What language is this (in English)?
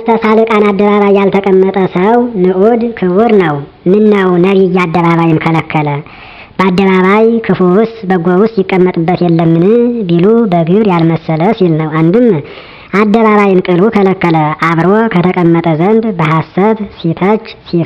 Amharic